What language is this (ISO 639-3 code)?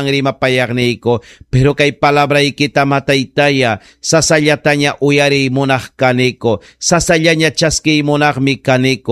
quy